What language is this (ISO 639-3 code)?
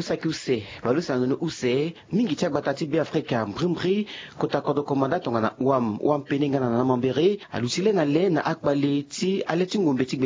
sag